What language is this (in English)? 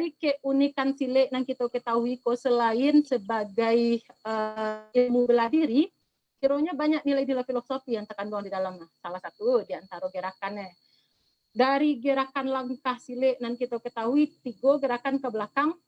Minangkabau